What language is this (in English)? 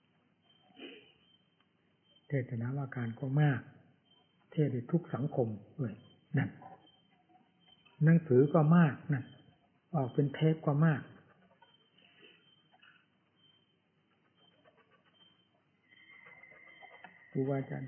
Thai